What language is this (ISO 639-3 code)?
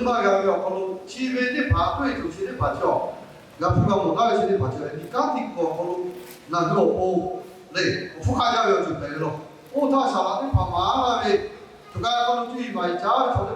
lhu